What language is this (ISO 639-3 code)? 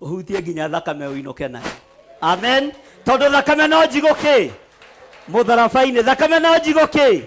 kik